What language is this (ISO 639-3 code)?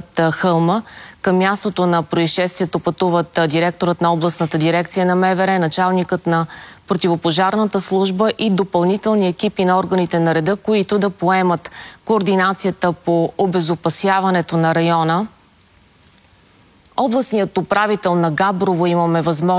bul